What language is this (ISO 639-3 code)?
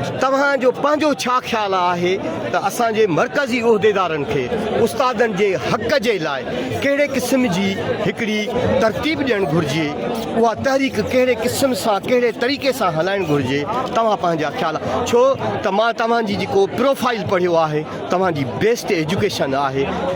snd